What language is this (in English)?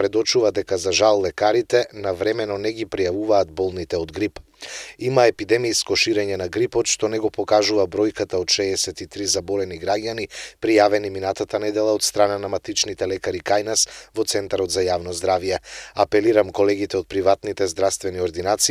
Macedonian